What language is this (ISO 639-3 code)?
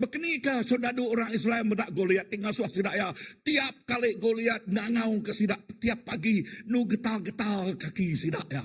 iba